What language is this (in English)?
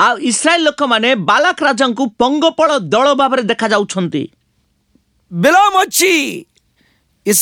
Odia